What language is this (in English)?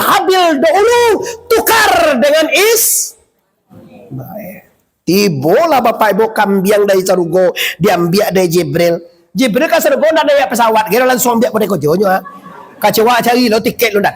Minangkabau